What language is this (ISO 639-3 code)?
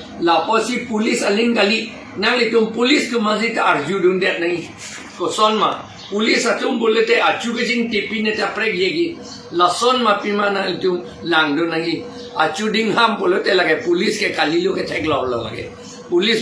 mjw